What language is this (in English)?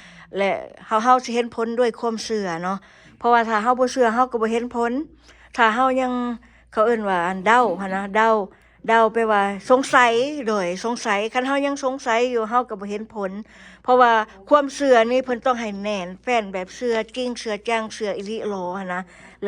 Lao